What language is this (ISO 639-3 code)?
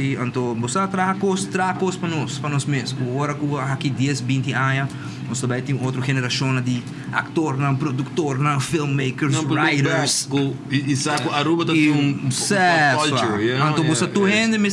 pap